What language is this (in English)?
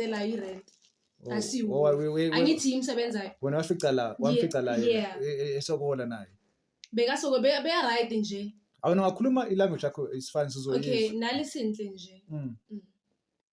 Zulu